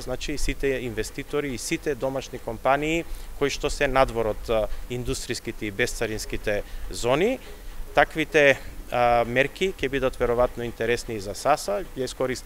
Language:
Macedonian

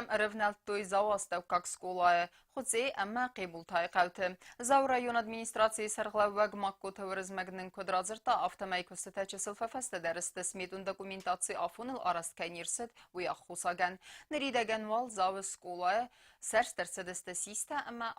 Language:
Ossetic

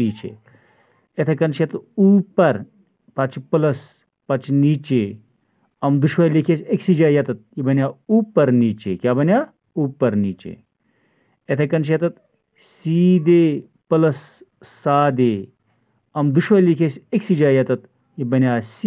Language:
Kashmiri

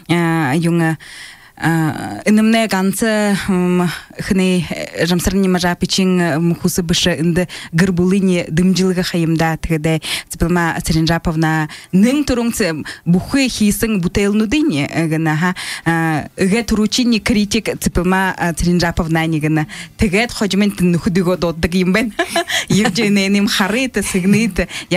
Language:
Buriat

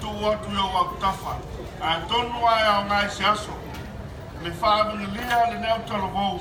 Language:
Samoan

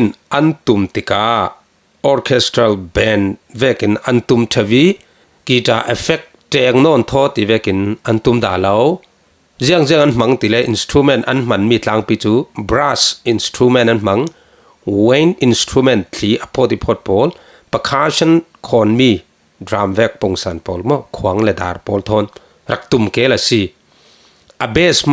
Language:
Falam Chin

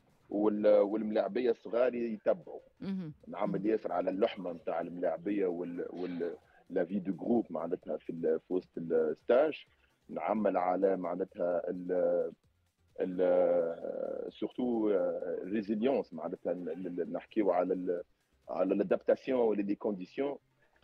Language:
Tunisian Arabic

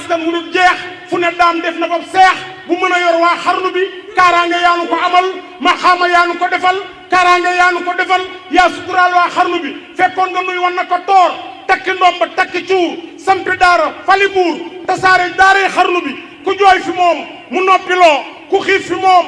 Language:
Wolof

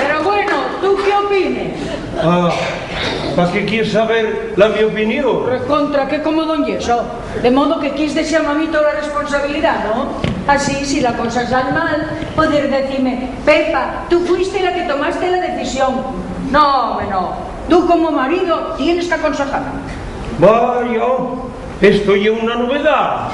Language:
Asturian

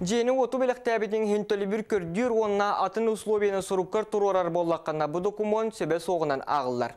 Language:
Yakut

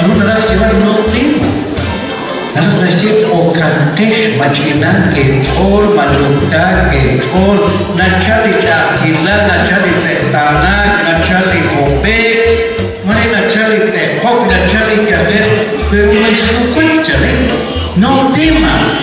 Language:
Kekchí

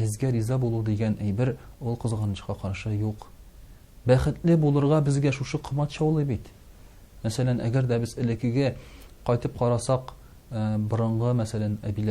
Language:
Tatar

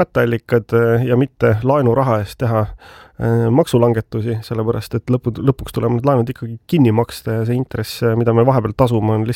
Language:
Estonian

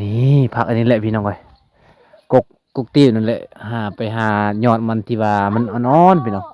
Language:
Lao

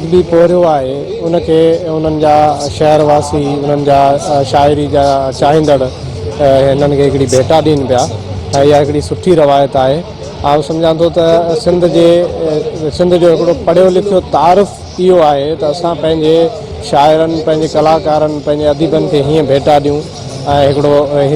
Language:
Sindhi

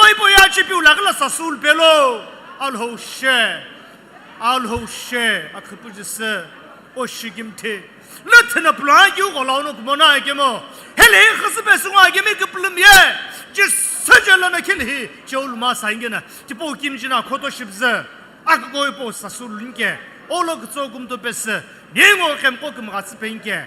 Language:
Sumi Naga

